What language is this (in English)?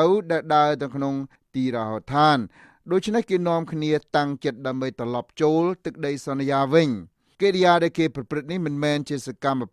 Khmer